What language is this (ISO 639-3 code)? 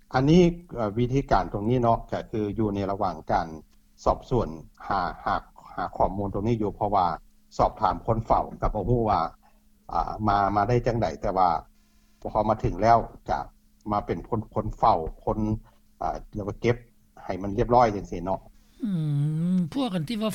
lao